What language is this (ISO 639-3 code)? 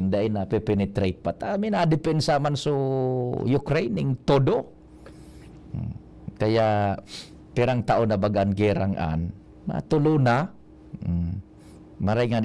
bik